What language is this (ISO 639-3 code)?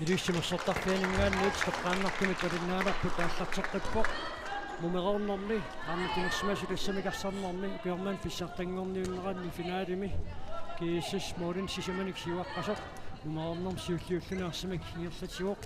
kal